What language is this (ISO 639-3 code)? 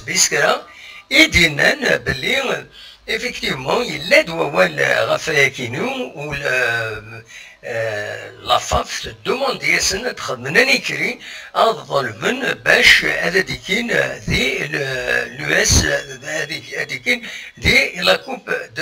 kab